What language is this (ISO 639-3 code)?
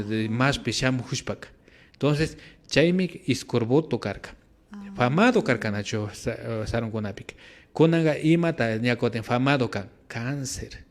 qvi